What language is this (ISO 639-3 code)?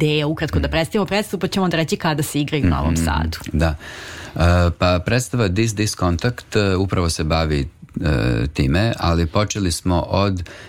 srp